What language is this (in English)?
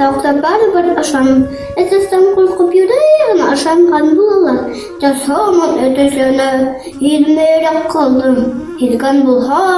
Bashkir